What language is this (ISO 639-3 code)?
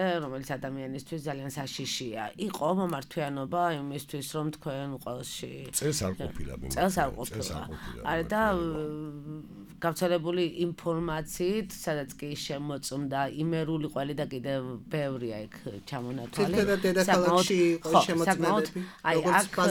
kat